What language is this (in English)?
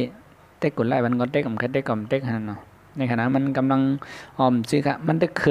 Shan